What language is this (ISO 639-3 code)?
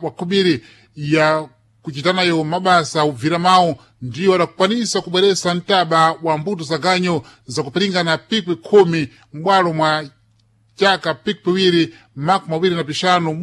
seh